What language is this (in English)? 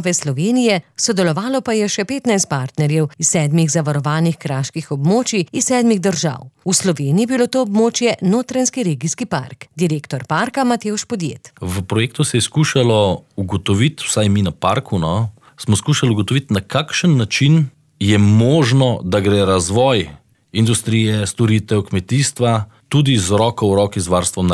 Slovenian